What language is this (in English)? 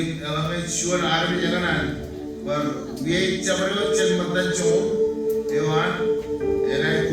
Marshallese